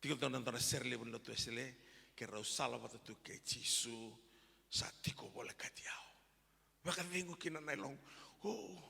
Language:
Fijian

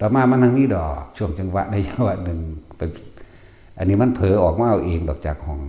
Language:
Northeastern Thai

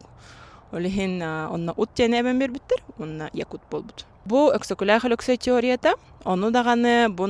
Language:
Yakut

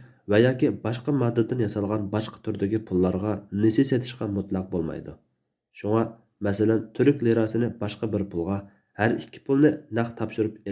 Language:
Uyghur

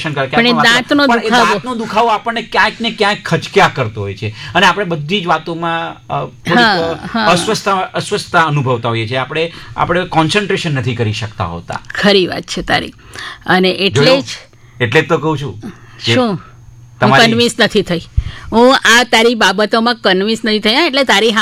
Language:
Gujarati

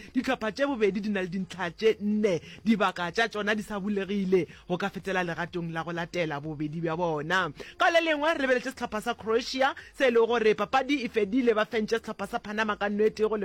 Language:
Northern Sotho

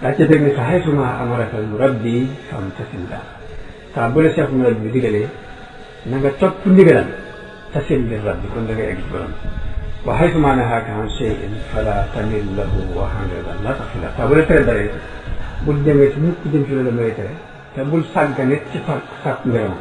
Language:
Wolof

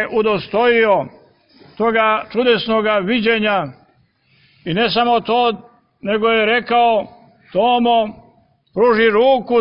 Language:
Serbian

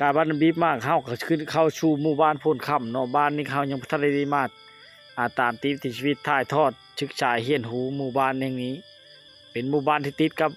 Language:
Lao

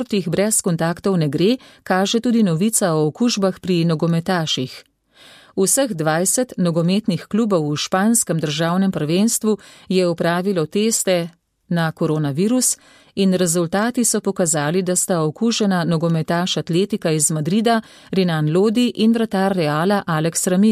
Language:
Slovenian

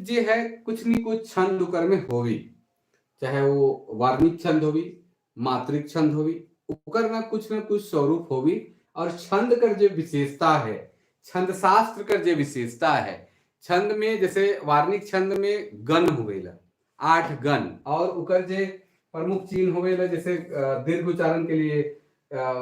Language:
Sadri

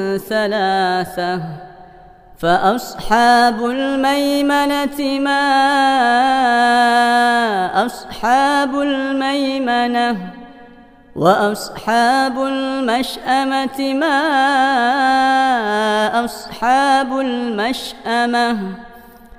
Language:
Arabic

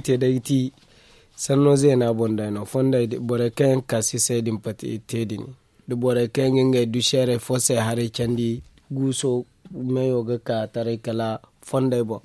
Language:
Zarma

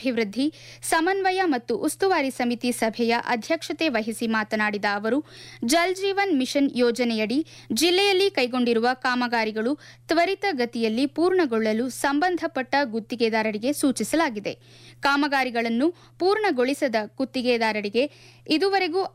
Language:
Kannada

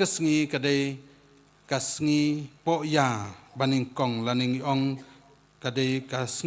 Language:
Khasi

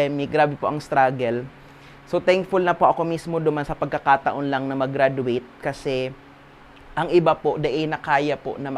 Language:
Bikol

